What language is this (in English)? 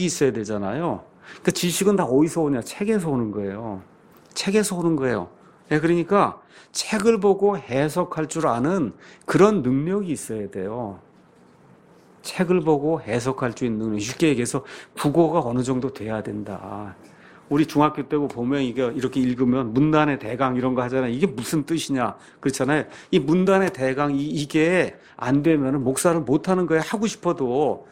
Korean